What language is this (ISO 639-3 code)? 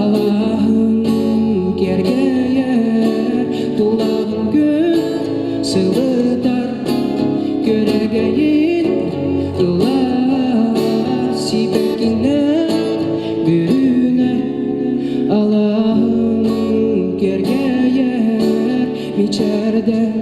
sah